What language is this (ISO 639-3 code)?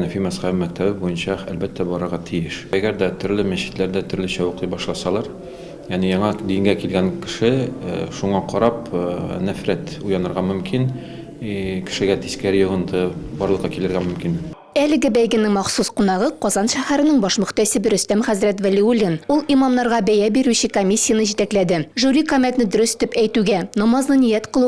tat